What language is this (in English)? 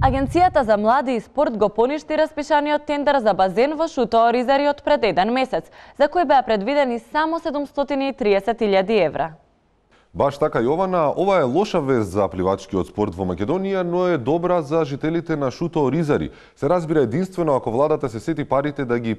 Macedonian